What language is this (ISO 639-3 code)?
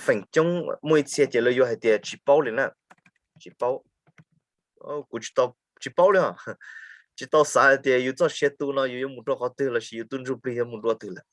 hmn